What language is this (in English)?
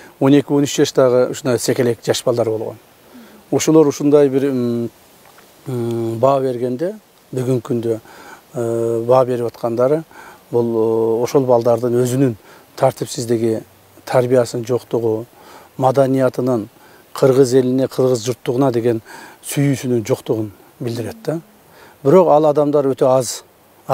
Kyrgyz